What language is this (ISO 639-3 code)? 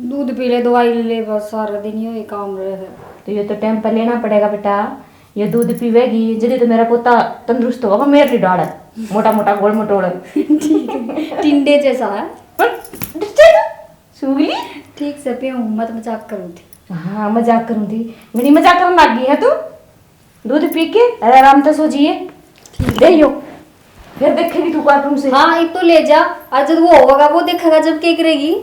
bgc